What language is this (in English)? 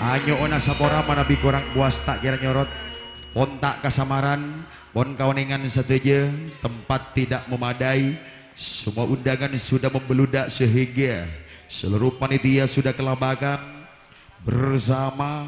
Madurese